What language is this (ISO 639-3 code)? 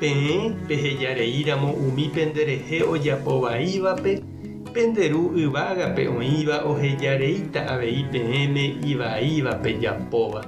grn